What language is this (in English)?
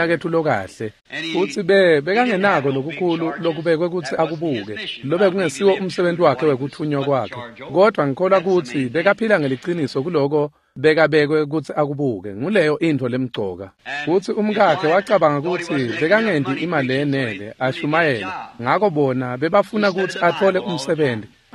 Swati